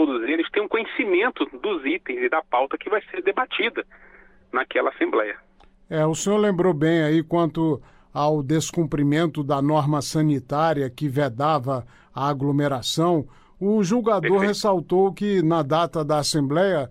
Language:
Portuguese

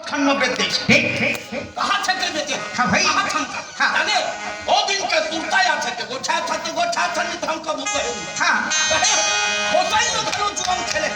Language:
Chhattisgarhi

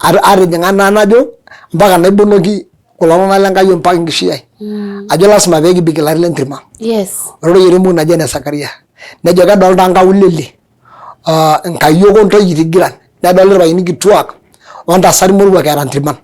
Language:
Masai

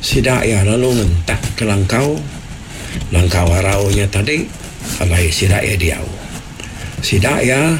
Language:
Iban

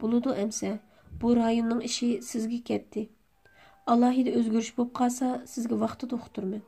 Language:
Uyghur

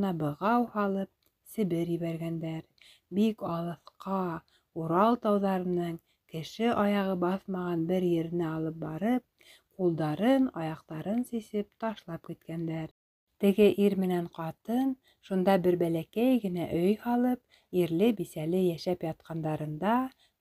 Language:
Bashkir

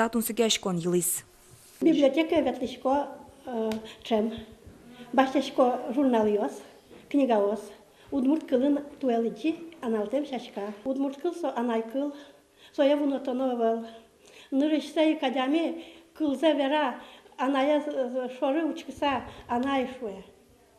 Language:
Udmurt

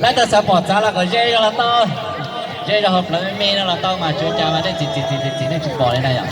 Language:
Hmong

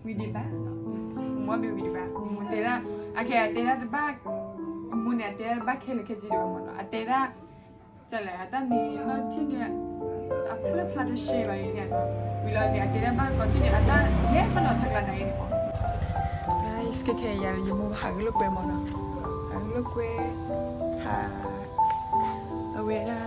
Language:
S'gaw Karen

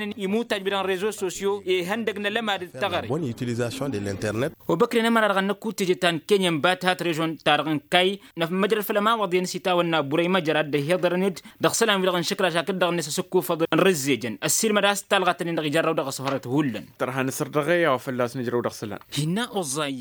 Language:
Tamasheq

